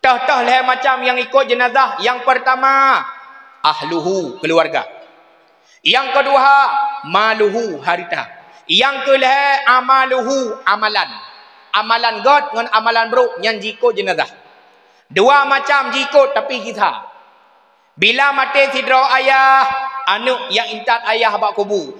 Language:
Achinese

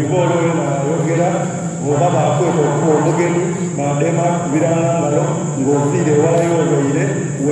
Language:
Soga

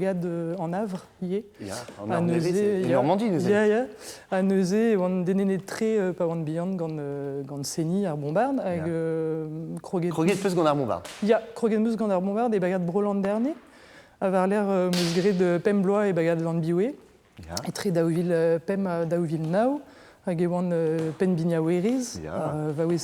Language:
Breton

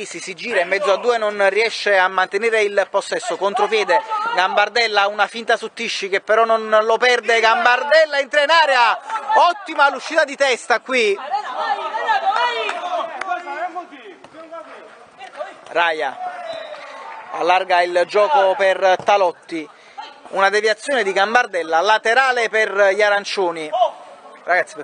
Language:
Italian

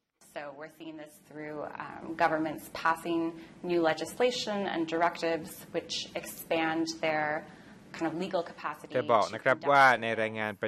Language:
Thai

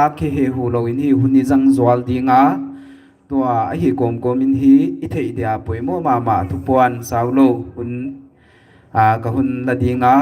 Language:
Paite Chin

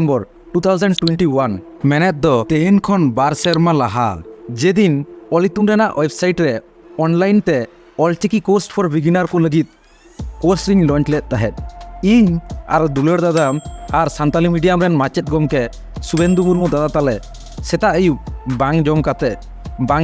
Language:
Santali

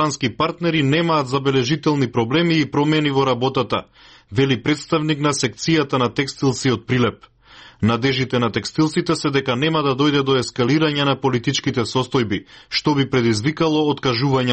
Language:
Macedonian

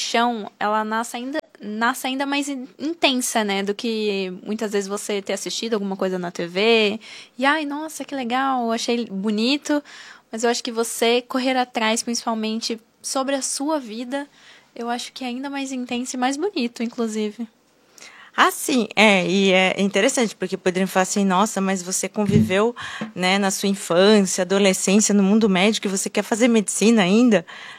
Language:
Portuguese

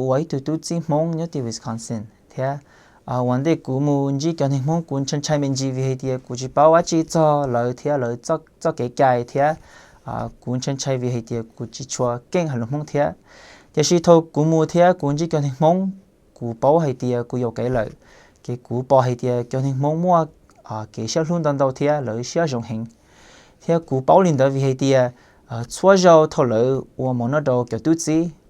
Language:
Hmong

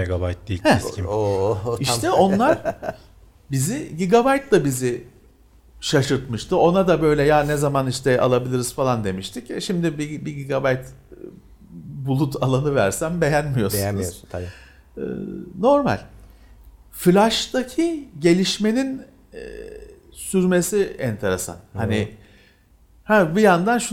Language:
Turkish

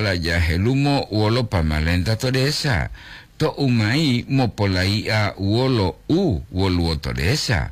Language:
Gorontalo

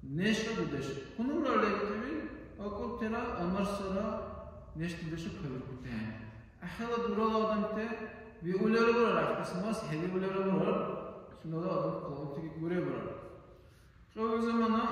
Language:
Dargwa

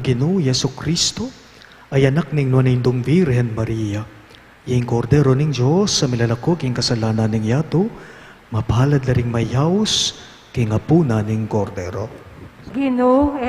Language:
Pampanga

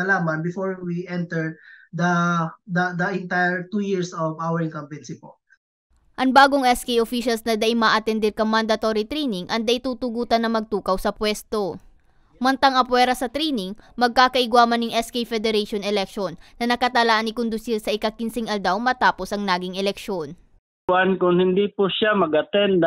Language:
Bikol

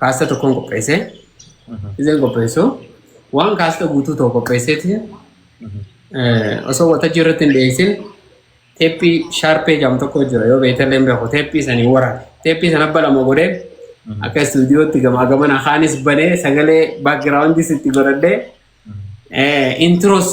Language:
Oromo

